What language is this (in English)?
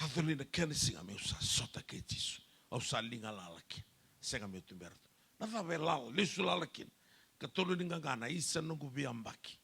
Fijian